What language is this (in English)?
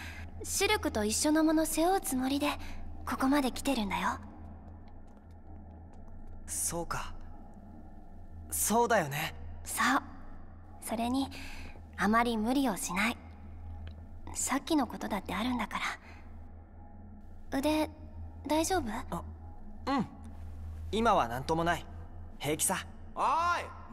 Japanese